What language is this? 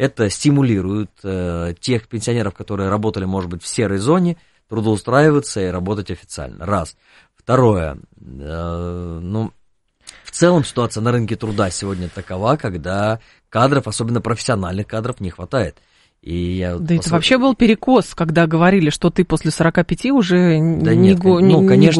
Russian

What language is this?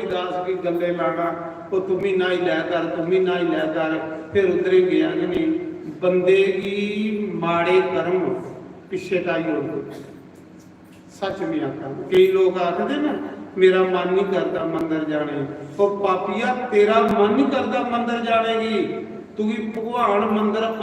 Dogri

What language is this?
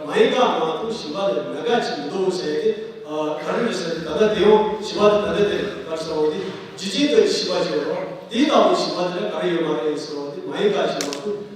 Tibetan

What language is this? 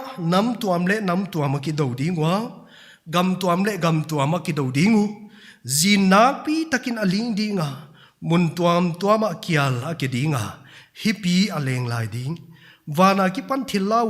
Paite Chin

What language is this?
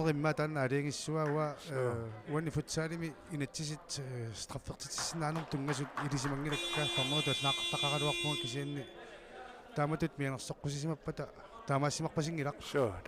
Kalaallisut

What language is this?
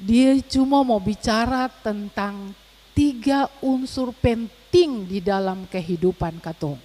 Ambonese Malay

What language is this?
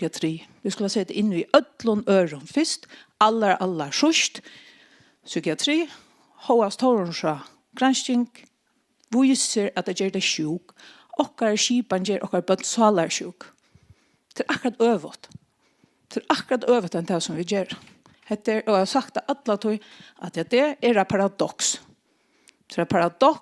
Faroese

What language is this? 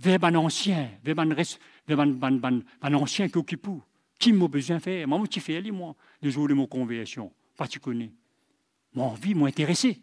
Morisyen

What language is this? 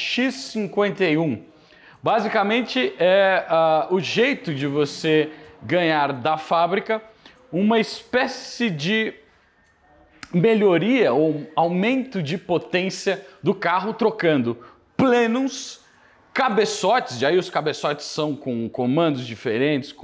Portuguese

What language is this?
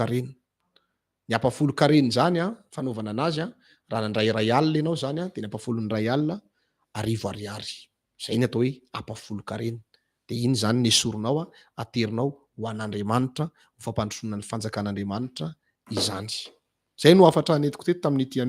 Malagasy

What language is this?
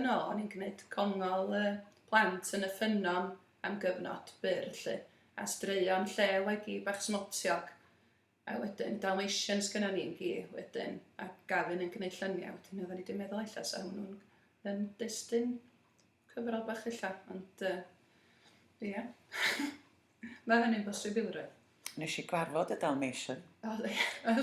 Welsh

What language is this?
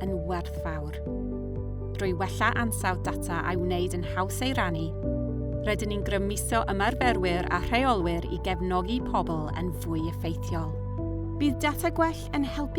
Welsh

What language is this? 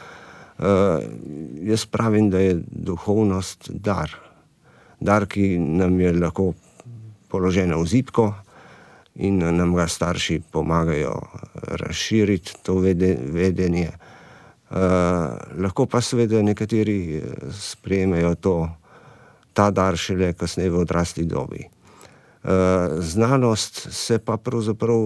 Slovenian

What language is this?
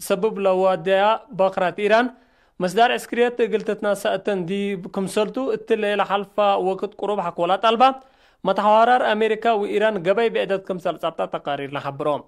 Tigre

